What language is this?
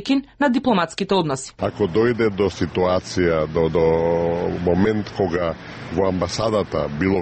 Macedonian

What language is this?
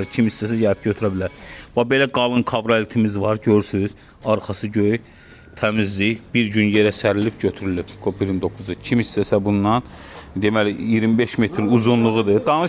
Azerbaijani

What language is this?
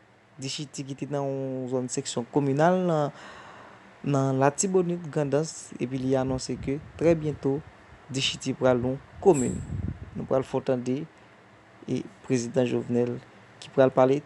Haitian Creole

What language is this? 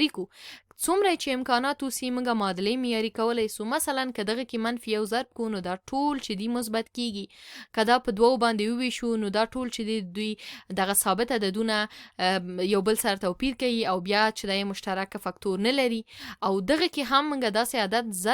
Pashto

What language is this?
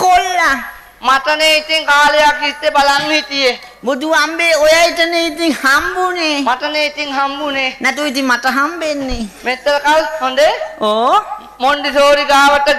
Sinhala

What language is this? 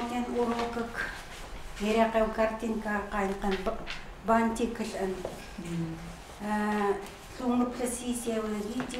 Chukot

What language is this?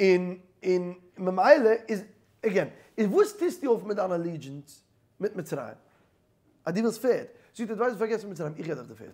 Yiddish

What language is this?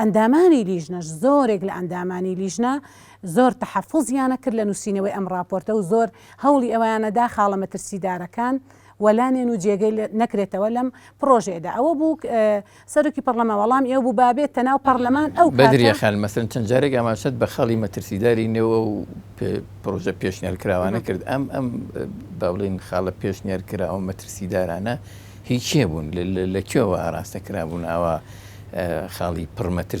Central Kurdish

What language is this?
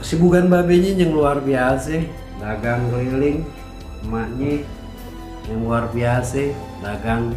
Betawi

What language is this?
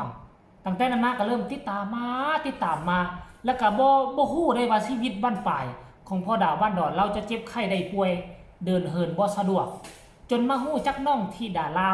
Northeastern Thai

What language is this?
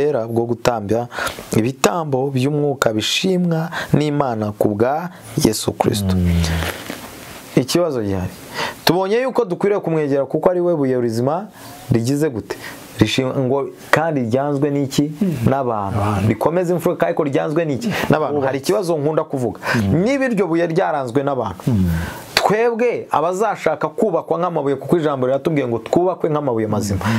Kinyarwanda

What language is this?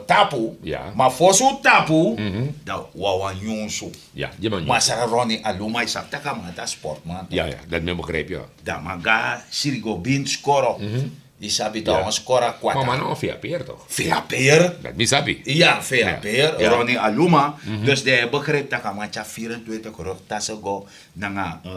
Sranan Tongo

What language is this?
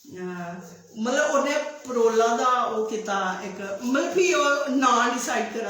Dogri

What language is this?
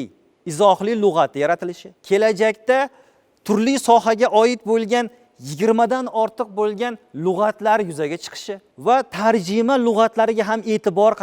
Uzbek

